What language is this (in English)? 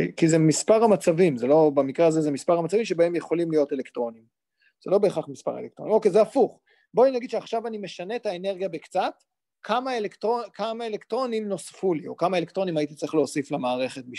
Hebrew